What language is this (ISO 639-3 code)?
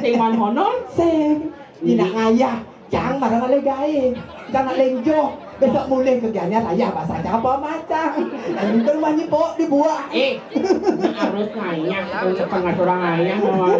ban